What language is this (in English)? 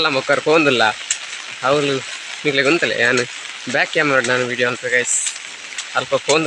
Tulu